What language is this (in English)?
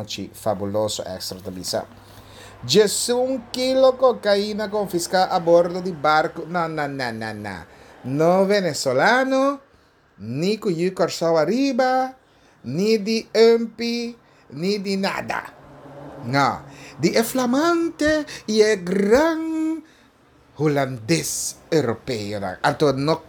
Papiamento